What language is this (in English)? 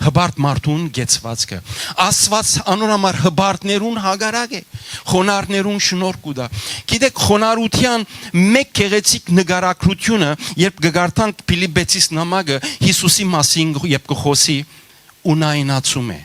Western Armenian